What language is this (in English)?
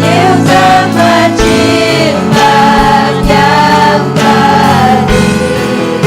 Ayacucho Quechua